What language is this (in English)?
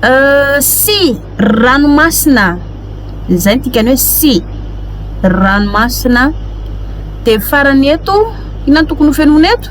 Malagasy